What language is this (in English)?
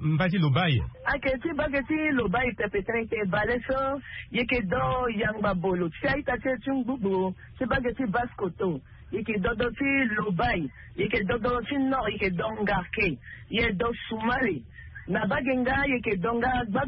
Sango